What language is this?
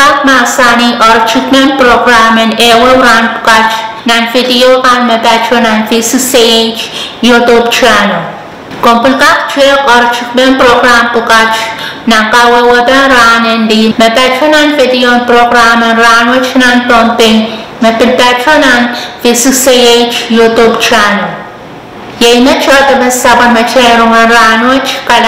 Pohnpeian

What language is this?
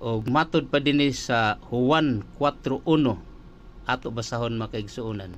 Cebuano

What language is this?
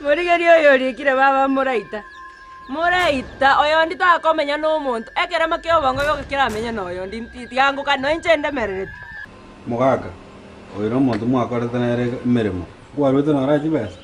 Gusii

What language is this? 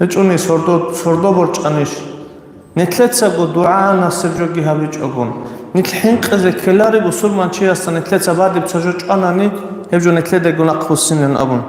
Avaric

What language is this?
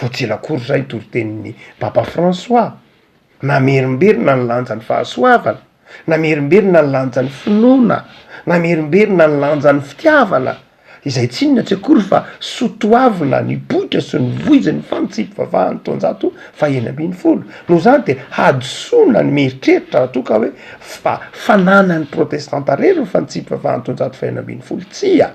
Malagasy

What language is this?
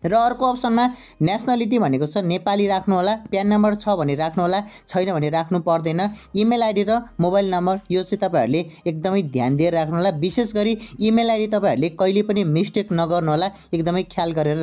Nepali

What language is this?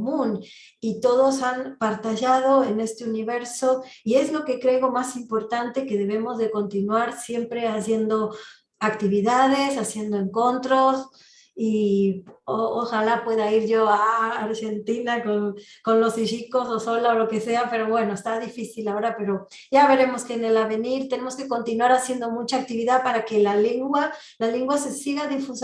Ladino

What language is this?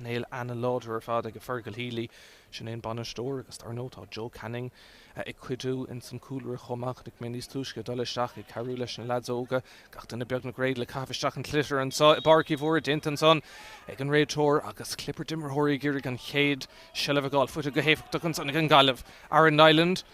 Irish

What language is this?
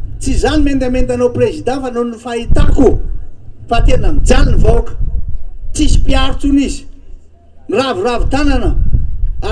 Malagasy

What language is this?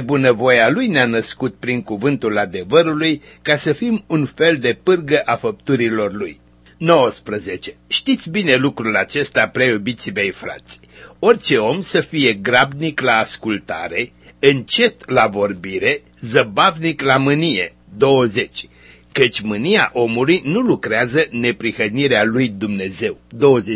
Romanian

